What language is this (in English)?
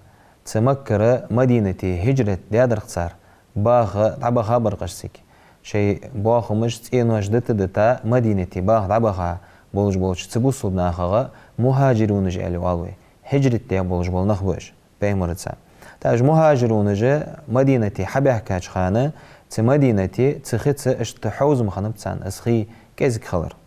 Ingush